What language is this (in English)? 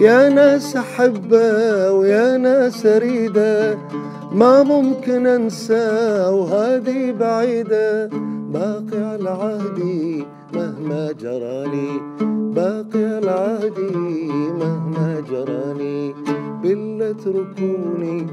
Mesopotamian Arabic